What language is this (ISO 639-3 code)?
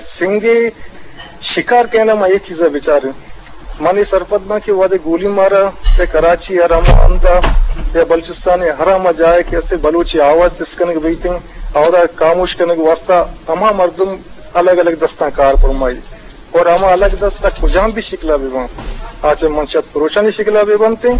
bgp